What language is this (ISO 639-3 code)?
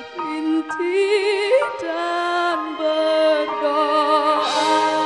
ind